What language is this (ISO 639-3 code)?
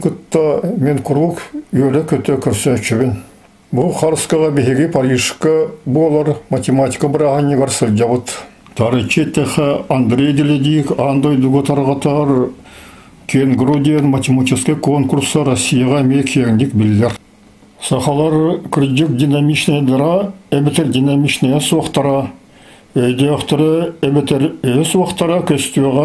sah